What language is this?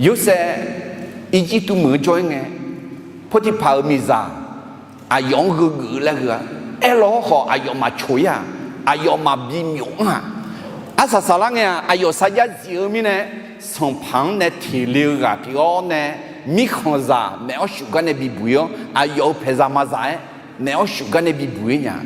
Akha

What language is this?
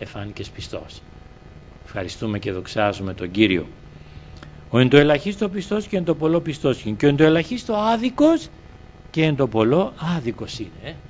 Greek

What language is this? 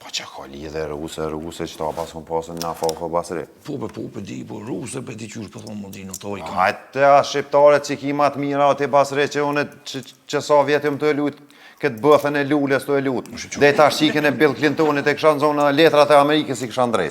Albanian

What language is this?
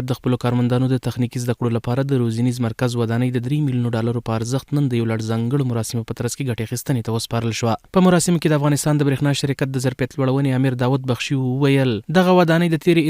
Pashto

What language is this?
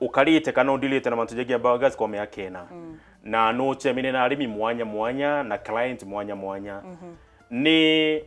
Meru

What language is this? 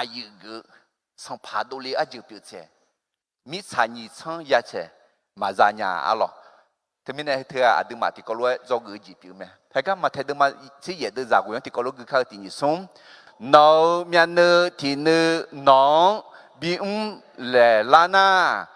Akha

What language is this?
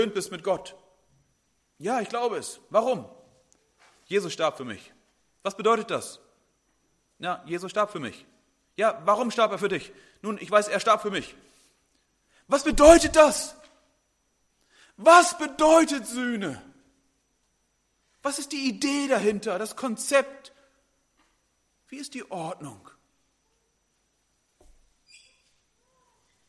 German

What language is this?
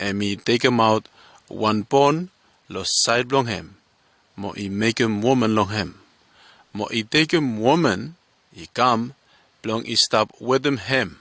Bislama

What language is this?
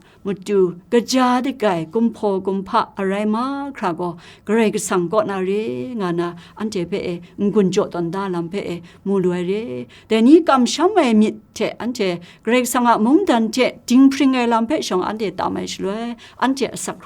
Kachin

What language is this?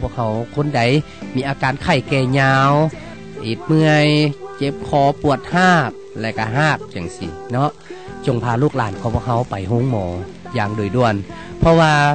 Lao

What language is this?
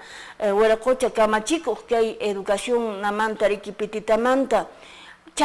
Quechua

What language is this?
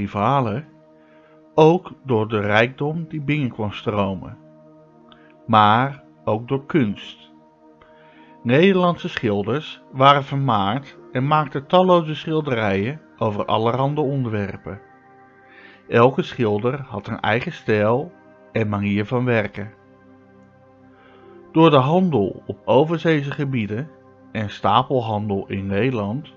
Dutch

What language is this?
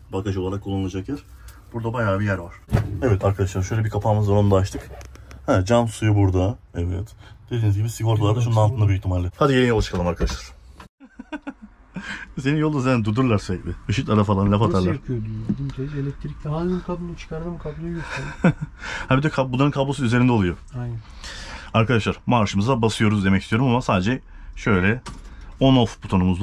Turkish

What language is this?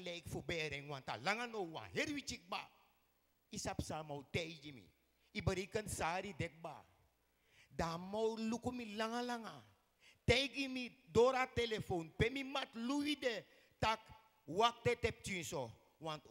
Sranan Tongo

